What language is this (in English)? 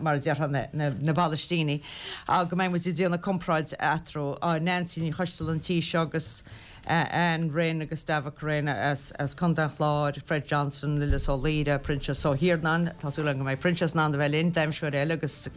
Irish